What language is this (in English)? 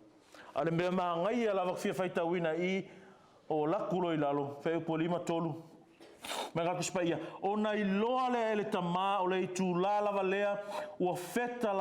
Samoan